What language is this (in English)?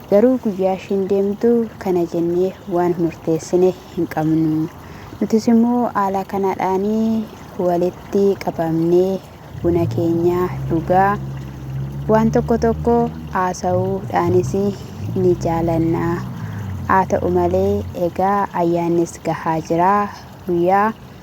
Oromo